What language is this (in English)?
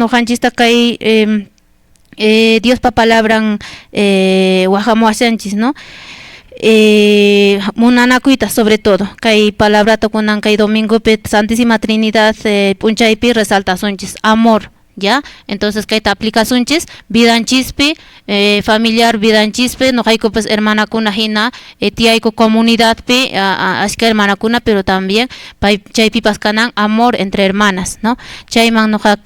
Quechua